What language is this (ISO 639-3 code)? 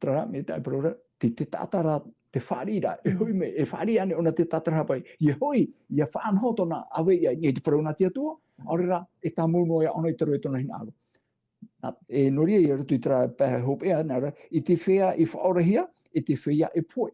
tah